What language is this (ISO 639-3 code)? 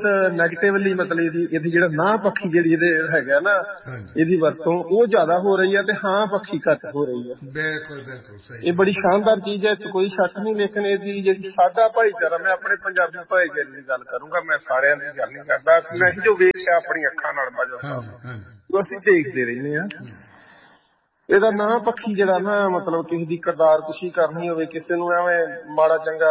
pan